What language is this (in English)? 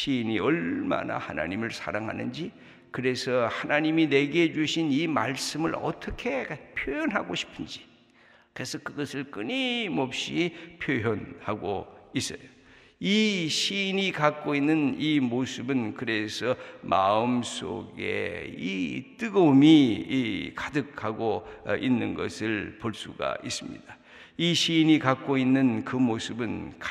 Korean